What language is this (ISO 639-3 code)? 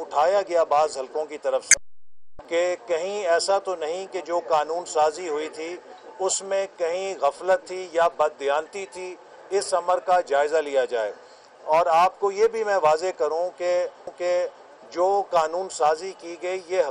urd